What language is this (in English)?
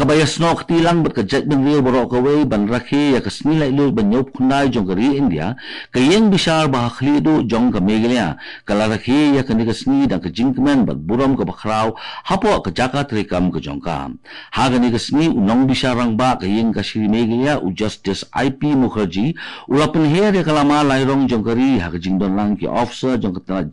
Khasi